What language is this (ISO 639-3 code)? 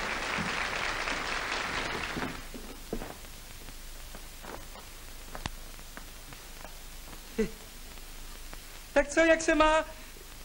ces